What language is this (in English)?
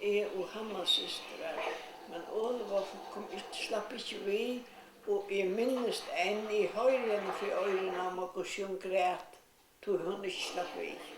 Faroese